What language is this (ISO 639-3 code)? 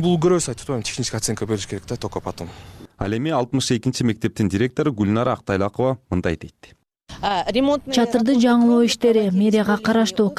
kir